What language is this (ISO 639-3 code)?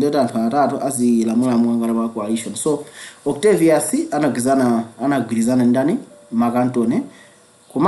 nya